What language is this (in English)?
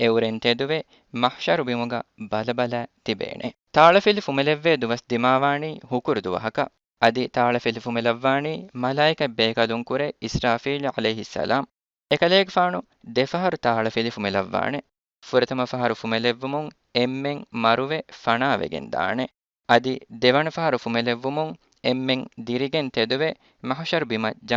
Divehi